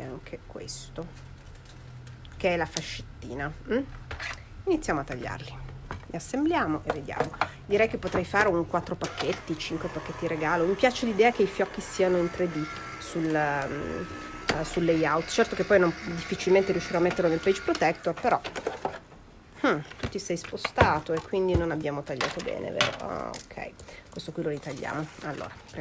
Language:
Italian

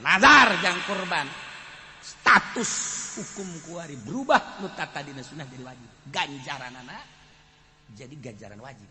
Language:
Sundanese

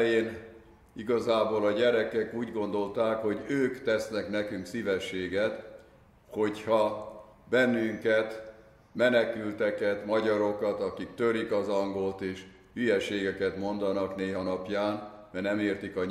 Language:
Hungarian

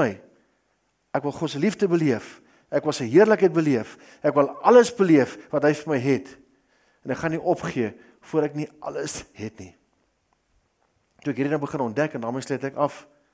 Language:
Afrikaans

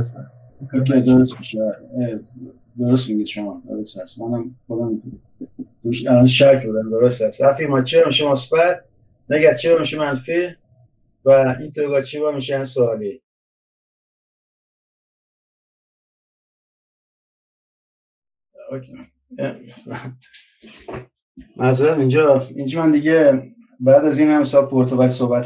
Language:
Persian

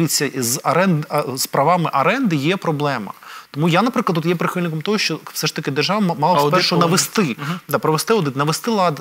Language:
Ukrainian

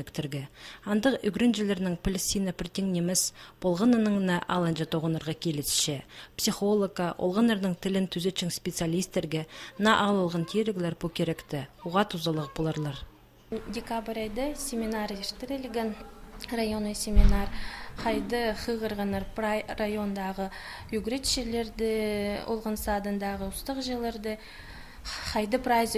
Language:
Khakas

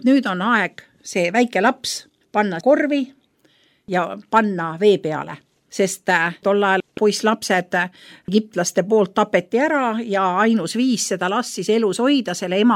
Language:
Estonian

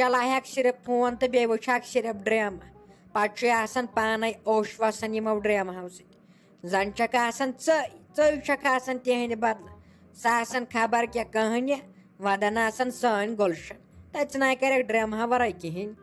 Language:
Kashmiri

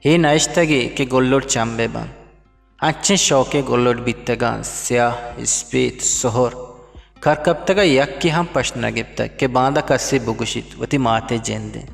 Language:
Eastern Balochi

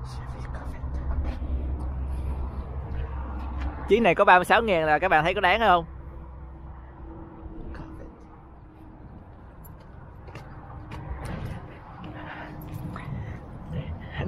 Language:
Vietnamese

